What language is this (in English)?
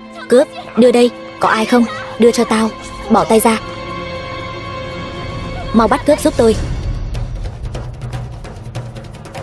Vietnamese